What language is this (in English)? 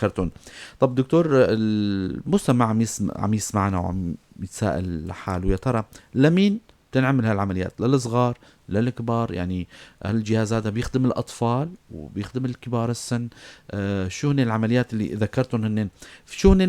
North Levantine Arabic